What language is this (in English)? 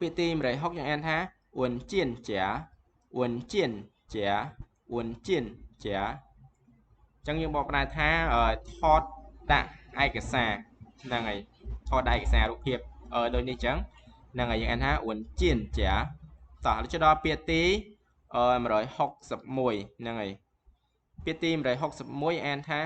Khmer